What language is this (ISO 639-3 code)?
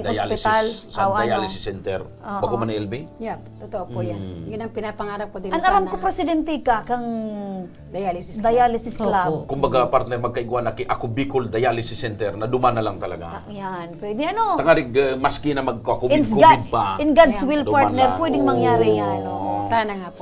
bik